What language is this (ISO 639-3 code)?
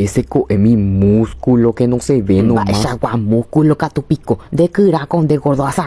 grn